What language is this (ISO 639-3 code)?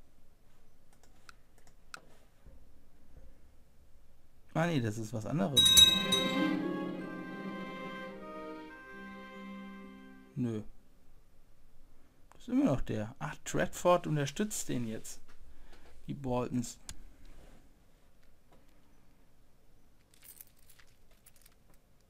deu